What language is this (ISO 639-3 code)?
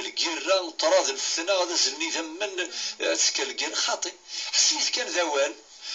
kab